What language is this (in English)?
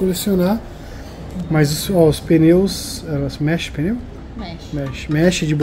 Portuguese